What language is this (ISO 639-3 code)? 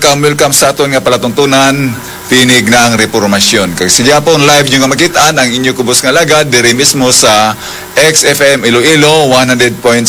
hil